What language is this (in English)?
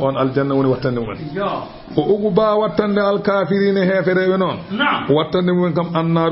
Fula